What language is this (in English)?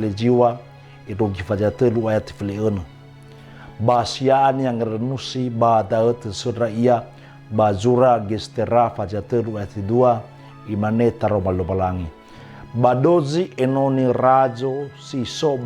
Nias